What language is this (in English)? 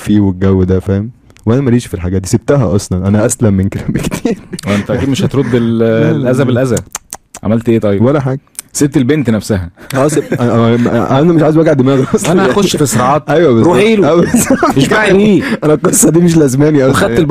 Egyptian Arabic